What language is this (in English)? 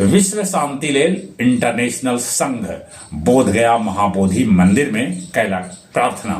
Magahi